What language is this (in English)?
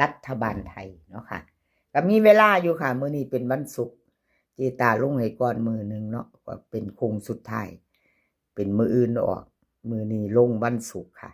Northeastern Thai